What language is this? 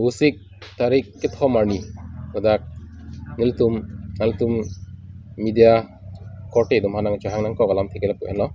Karbi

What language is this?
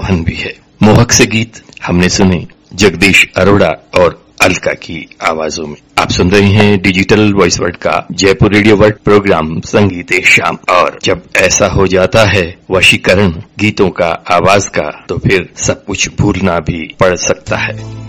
Hindi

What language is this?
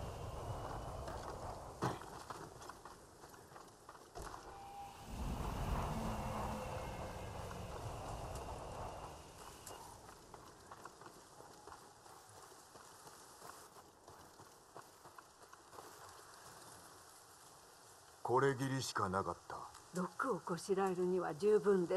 Japanese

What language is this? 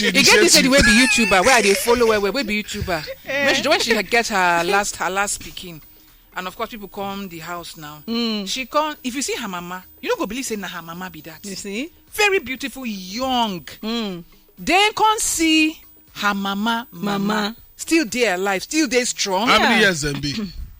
Nigerian Pidgin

